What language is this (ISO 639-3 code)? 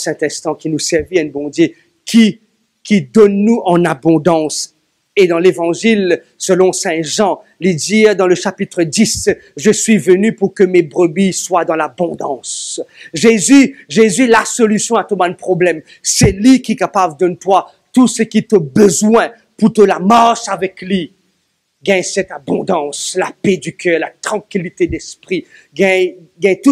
mfe